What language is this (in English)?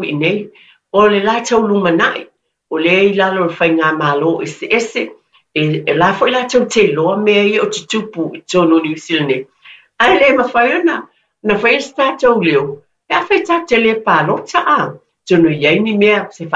Samoan